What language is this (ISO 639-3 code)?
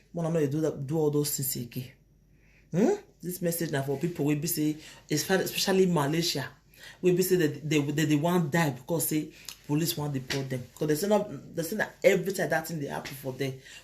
pcm